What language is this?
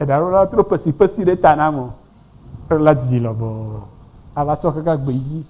Ewe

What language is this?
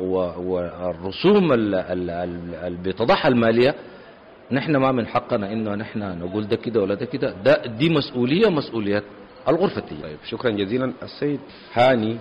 Sudanese Arabic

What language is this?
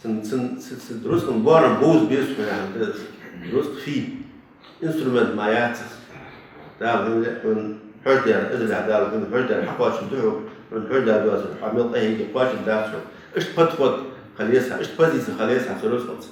Ingush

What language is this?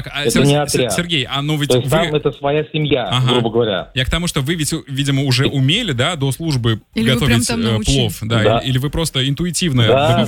Russian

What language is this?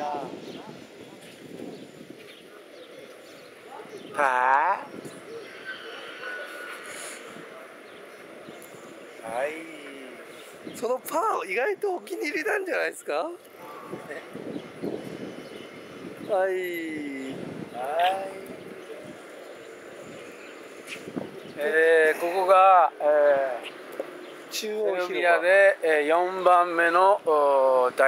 Japanese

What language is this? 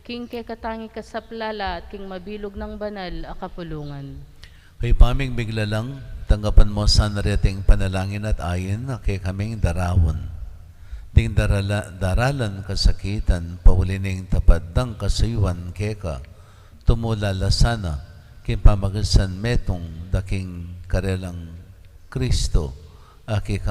Pampanga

